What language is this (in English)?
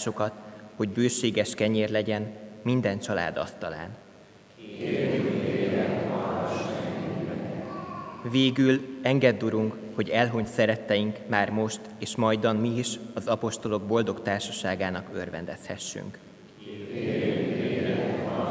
Hungarian